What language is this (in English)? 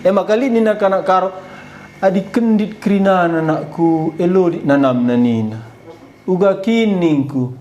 Batak Karo